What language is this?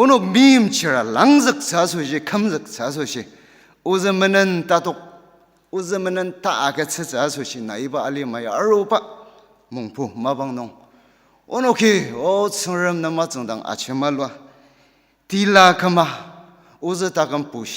Ao Naga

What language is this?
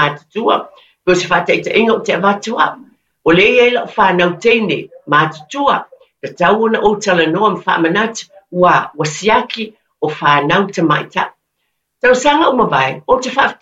Samoan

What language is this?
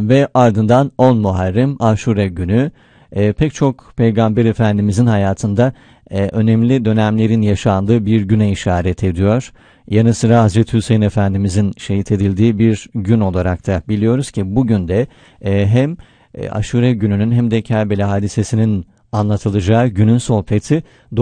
Turkish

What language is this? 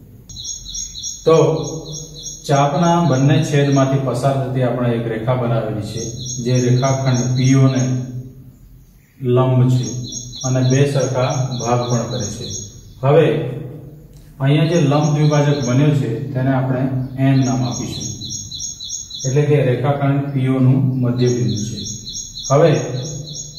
Gujarati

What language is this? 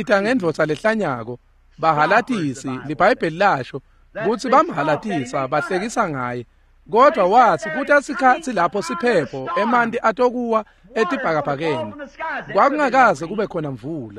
Swati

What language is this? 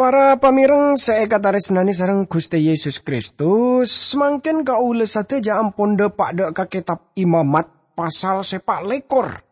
Madurese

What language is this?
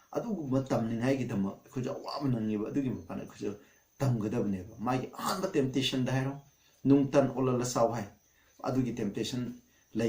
Manipuri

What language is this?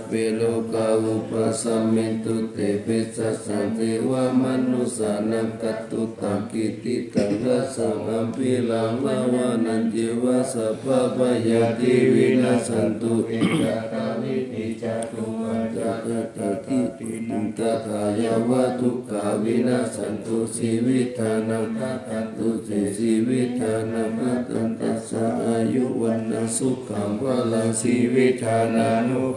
Pali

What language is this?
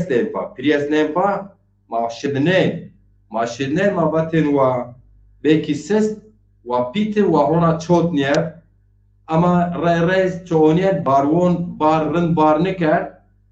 Zaza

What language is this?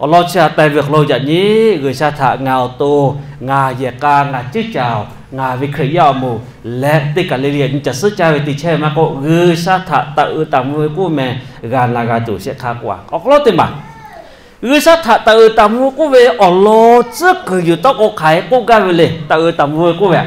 Lahu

